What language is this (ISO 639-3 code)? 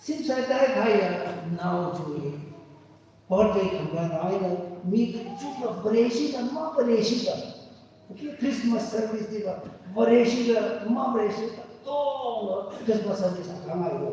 nmf